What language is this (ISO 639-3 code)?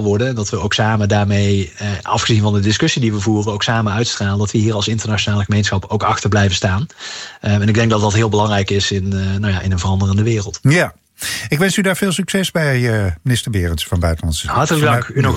nld